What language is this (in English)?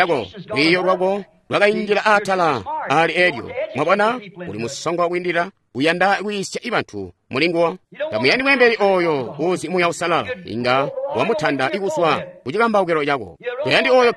Tonga (Zambia)